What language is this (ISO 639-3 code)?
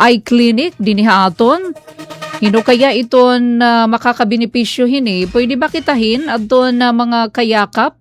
war